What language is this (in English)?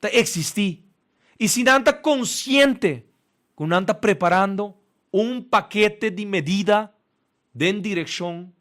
Papiamento